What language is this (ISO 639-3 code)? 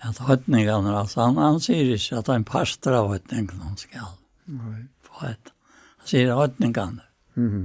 fao